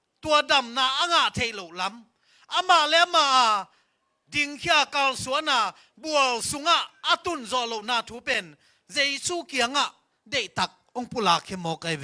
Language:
Tedim Chin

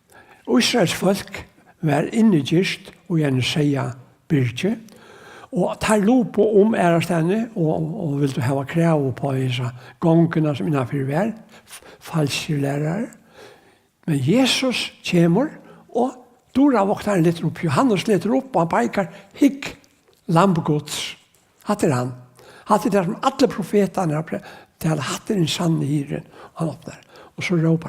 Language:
Faroese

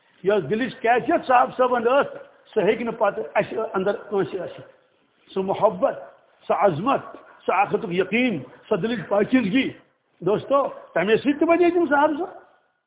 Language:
Kashmiri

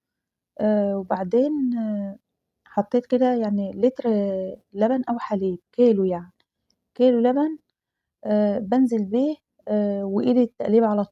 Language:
Egyptian Arabic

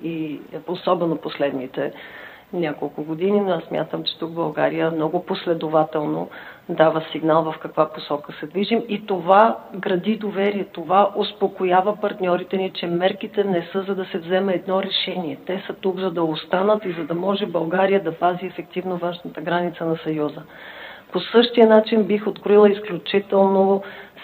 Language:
Bulgarian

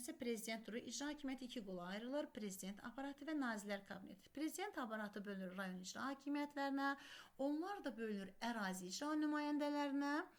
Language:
Azerbaijani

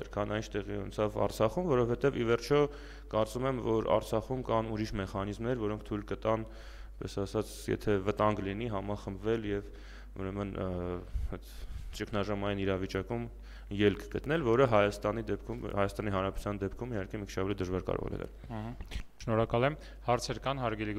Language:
Armenian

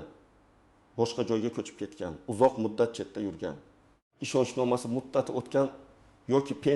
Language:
Uzbek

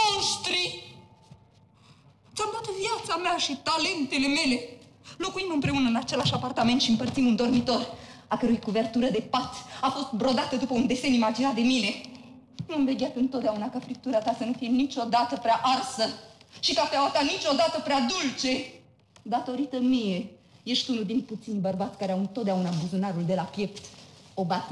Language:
Romanian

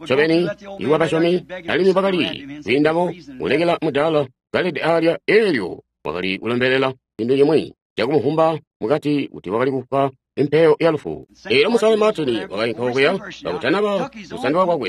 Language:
Tonga (Zambia)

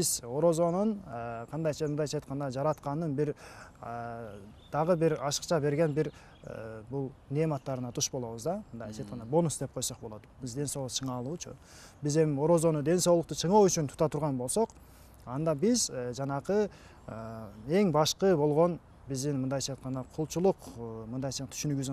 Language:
Kyrgyz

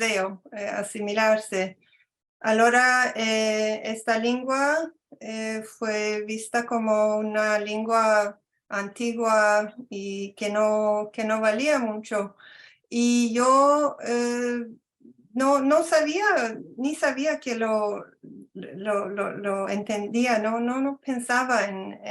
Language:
Ladino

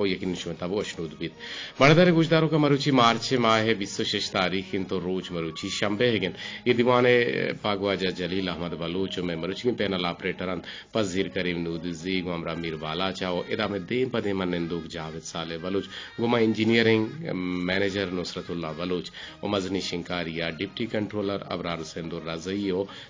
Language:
Eastern Balochi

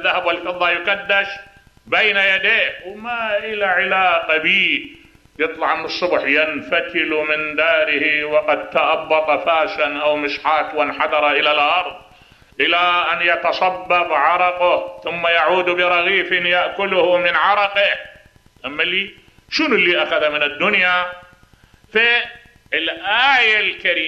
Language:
Mesopotamian Arabic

